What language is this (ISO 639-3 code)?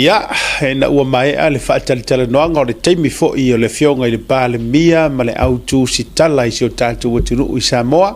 smo